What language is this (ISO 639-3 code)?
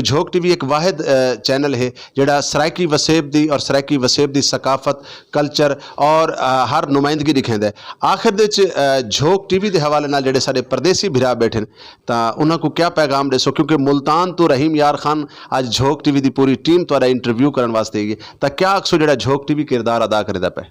skr